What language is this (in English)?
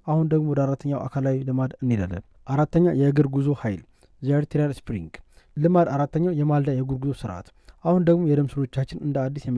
Amharic